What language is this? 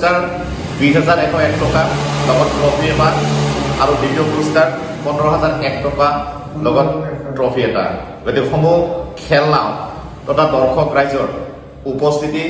Assamese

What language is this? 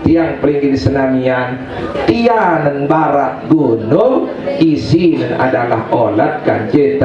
Sasak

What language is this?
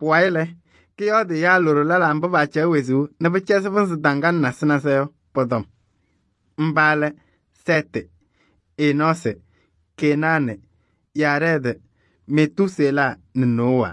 Kabiyè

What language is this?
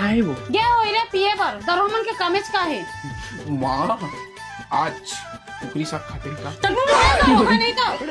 Chhattisgarhi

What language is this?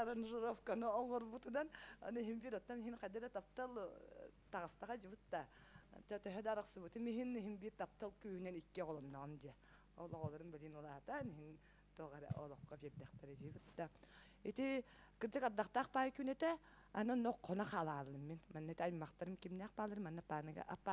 Yakut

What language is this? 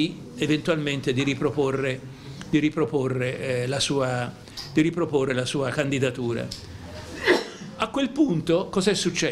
Italian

